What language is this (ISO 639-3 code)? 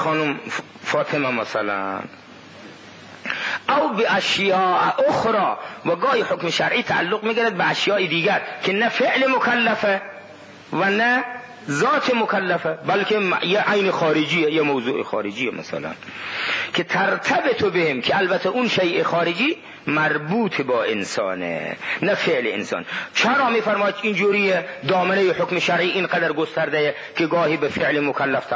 fas